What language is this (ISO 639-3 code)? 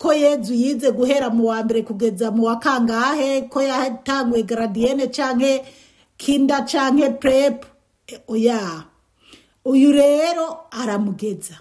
run